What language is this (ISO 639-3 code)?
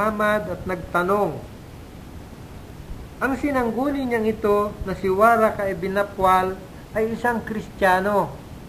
fil